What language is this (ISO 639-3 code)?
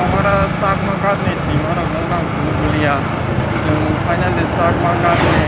trp